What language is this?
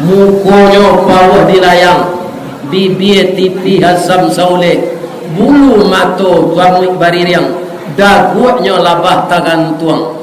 Minangkabau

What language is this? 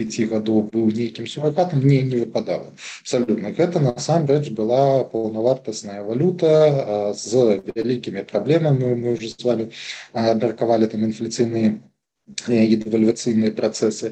Belarusian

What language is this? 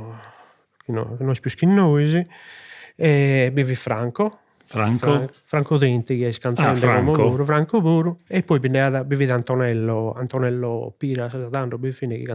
Sardinian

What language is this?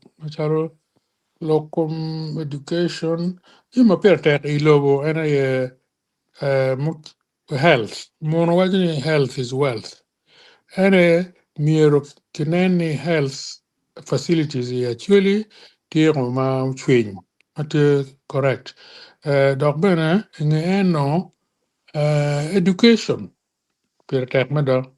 Acoli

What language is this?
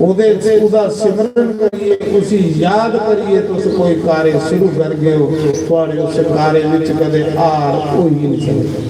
Dogri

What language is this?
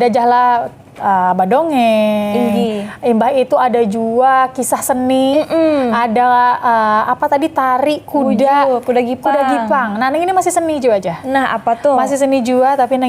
Banjar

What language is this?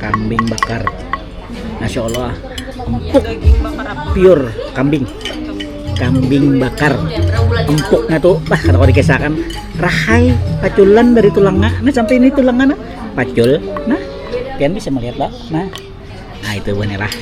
Banjar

